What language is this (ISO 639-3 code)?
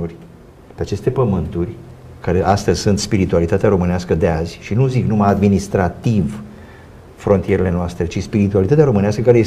ron